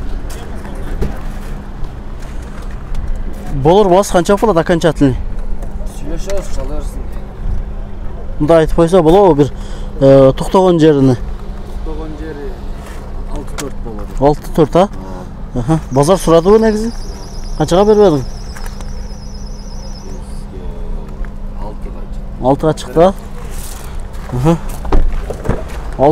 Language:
Kyrgyz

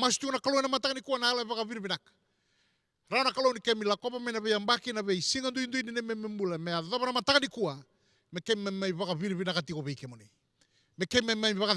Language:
Fijian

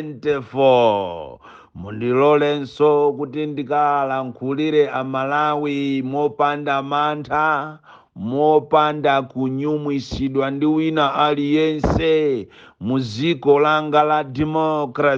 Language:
Nyanja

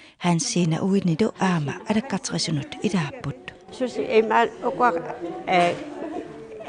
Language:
Kalaallisut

